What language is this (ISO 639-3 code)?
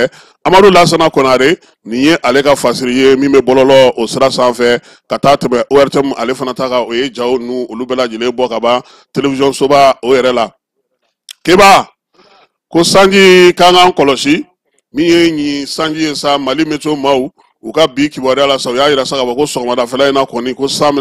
bam